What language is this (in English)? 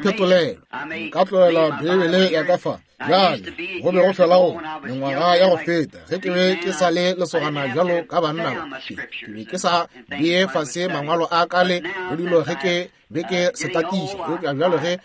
Northern Sotho